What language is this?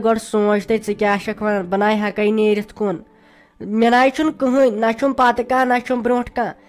Kashmiri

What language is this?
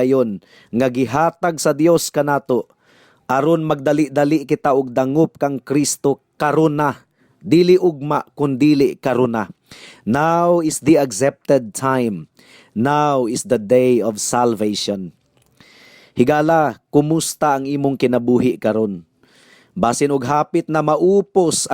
Cebuano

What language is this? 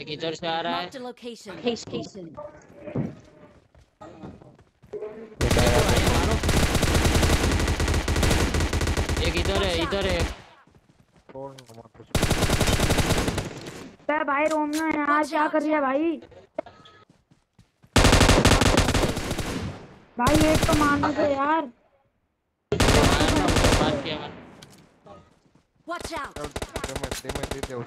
Hindi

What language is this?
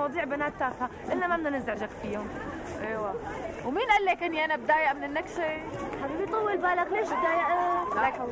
North Levantine Arabic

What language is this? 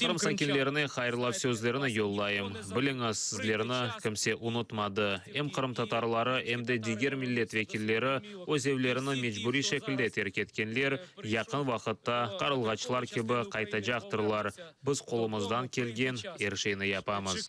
Crimean Tatar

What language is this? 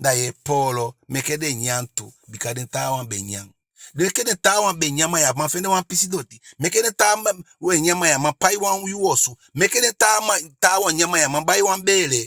Eastern Maroon Creole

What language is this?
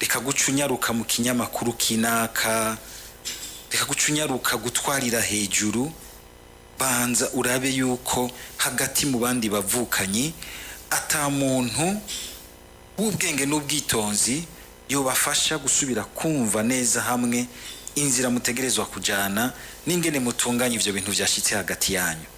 Rundi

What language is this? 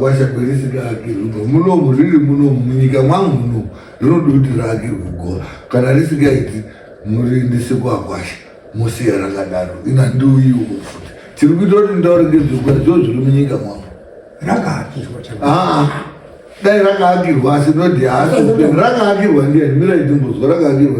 Shona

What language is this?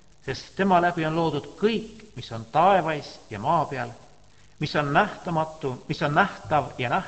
Estonian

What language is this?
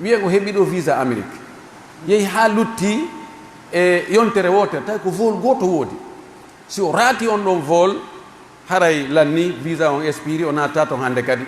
Pular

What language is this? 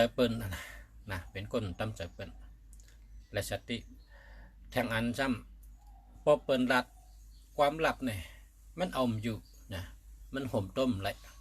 Shan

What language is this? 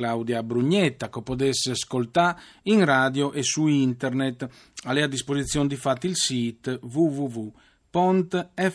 Friulian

